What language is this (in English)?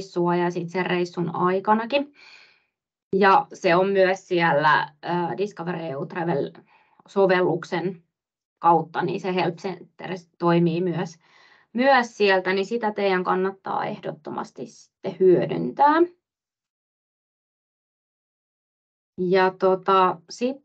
Finnish